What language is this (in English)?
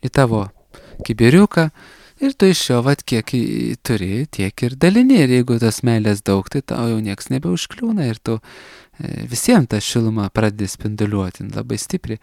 Lithuanian